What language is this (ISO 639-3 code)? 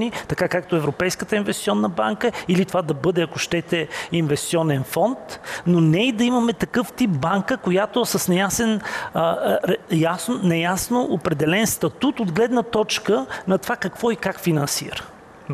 bul